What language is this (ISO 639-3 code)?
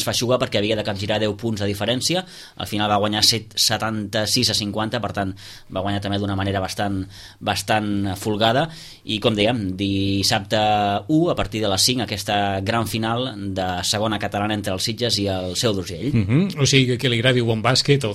cat